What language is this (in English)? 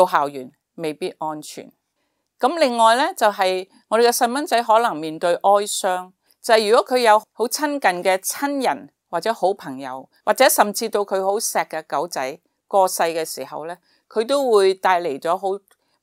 Cantonese